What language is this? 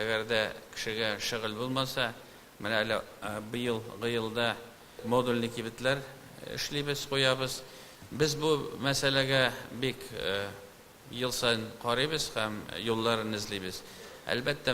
Tatar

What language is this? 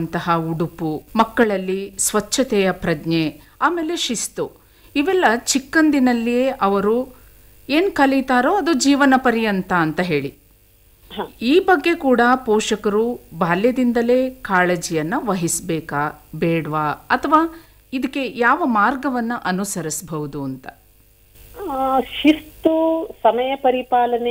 Kannada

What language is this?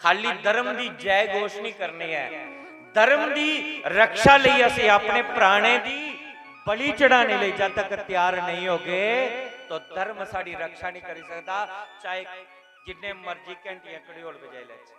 Dogri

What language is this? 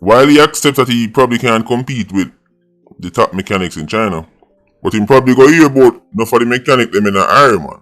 Jamaican Creole English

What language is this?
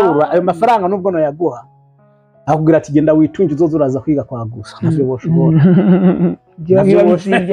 Rundi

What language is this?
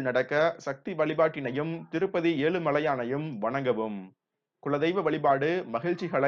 Tamil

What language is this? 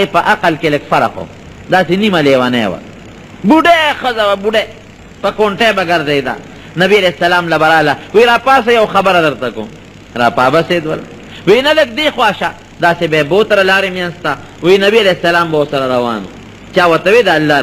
Pashto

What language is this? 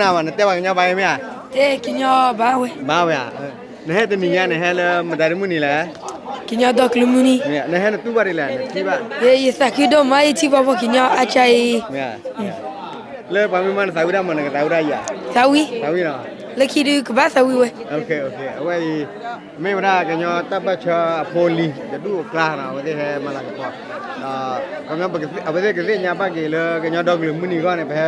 S'gaw Karen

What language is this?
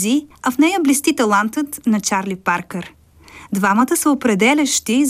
Bulgarian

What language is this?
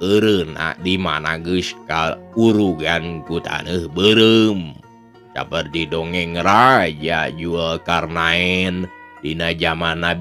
Sundanese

